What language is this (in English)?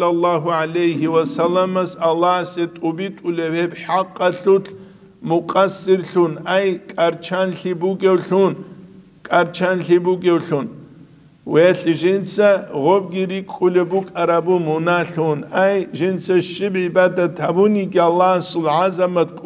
Avaric